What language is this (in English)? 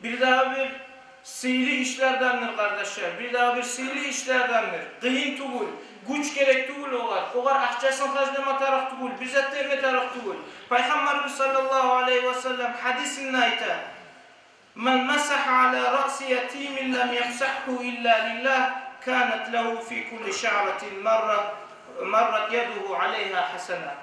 Kumyk